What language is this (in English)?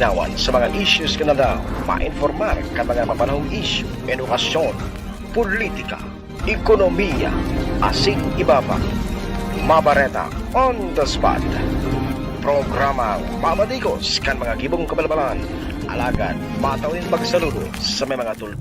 Bikol